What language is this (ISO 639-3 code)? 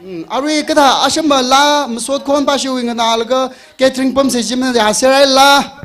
nmf